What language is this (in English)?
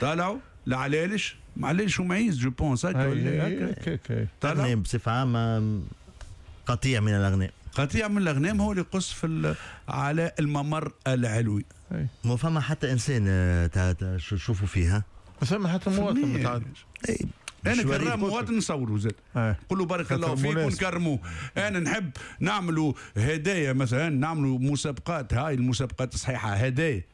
Tunisian Arabic